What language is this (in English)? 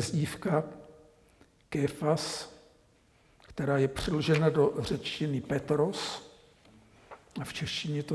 Czech